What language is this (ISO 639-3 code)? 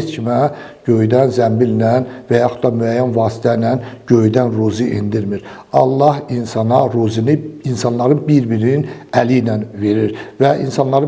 aze